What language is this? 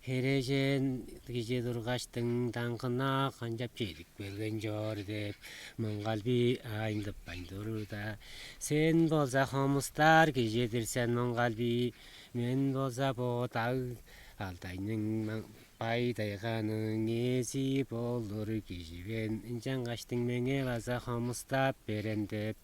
Tuvinian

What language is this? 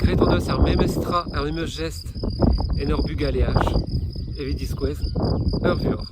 Breton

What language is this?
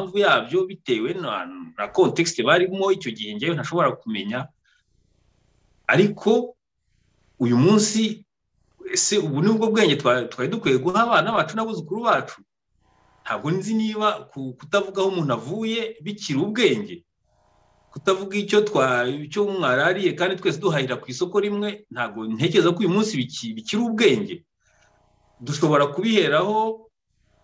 Kinyarwanda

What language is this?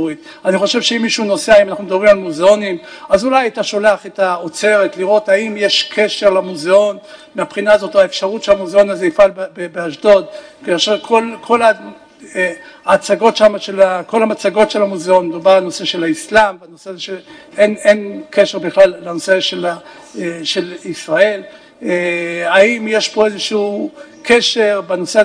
Hebrew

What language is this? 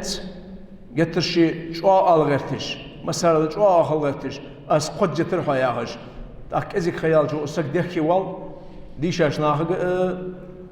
Ingush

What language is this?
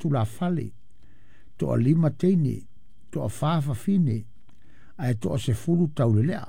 Samoan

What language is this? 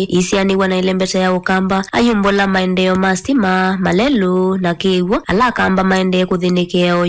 Kamba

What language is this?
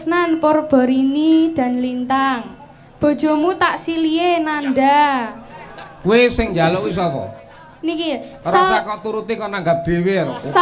Javanese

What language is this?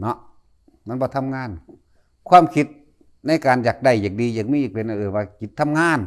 Northeastern Thai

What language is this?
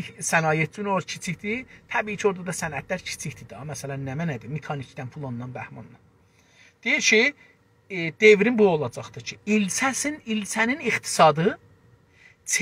South Azerbaijani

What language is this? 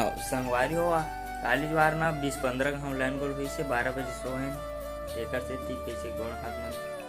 Chhattisgarhi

